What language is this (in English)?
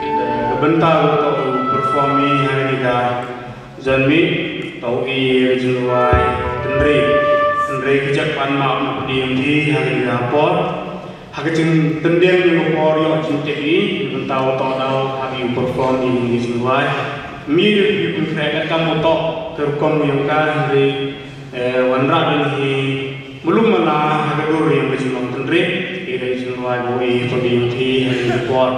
Khasi